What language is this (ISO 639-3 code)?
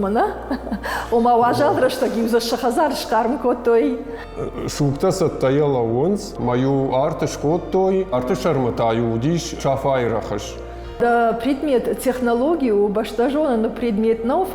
oss